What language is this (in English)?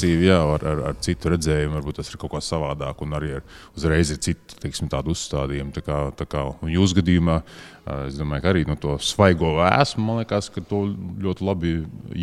Latvian